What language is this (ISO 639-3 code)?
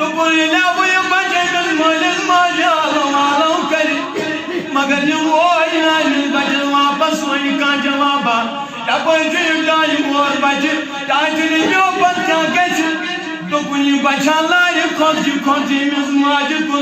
kas